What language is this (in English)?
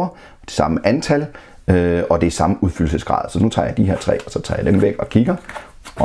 Danish